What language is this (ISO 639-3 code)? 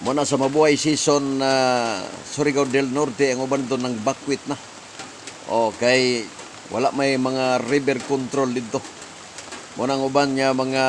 ceb